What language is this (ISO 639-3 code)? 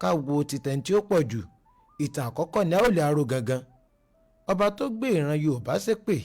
yor